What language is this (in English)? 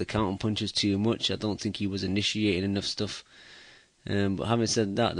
English